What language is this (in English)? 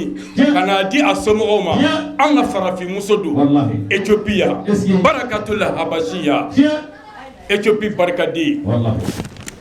Bambara